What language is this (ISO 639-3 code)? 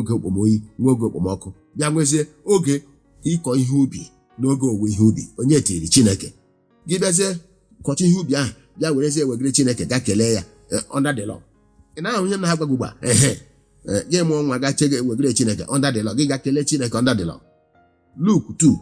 ibo